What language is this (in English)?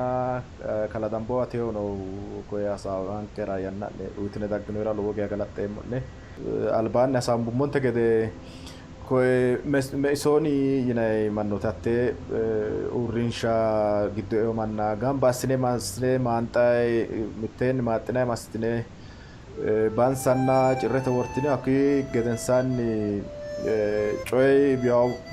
Sidamo